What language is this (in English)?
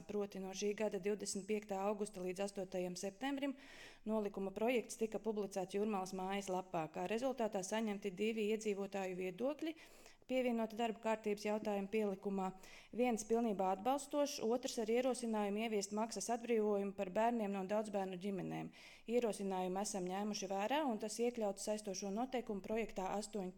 Latvian